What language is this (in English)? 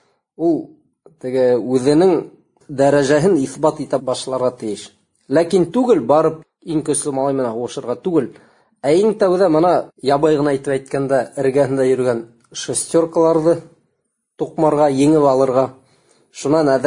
Bashkir